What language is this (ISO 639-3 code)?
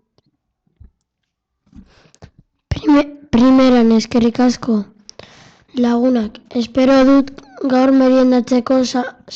eus